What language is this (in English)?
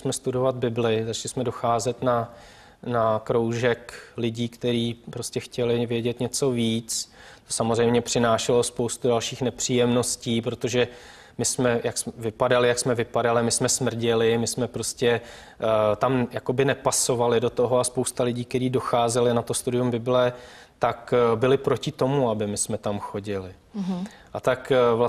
Czech